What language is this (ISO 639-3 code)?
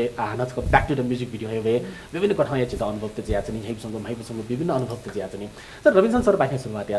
new